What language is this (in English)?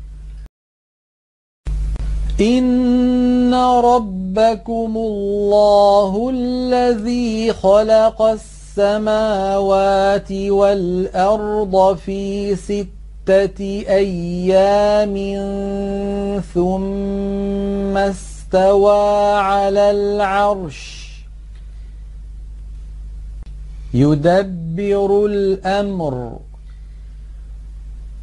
Arabic